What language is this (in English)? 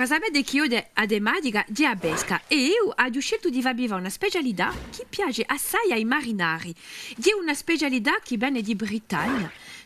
Corsican